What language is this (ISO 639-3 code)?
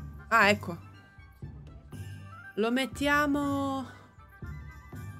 ita